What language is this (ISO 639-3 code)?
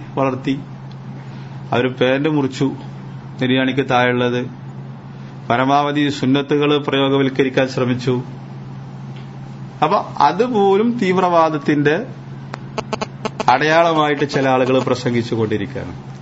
mal